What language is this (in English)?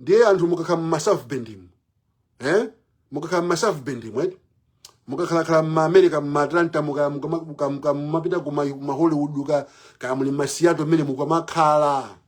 Nyanja